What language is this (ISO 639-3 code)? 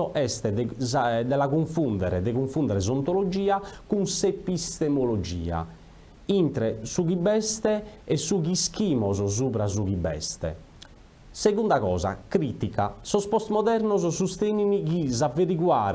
srd